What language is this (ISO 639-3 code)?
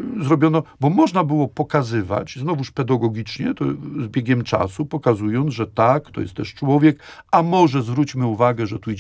pol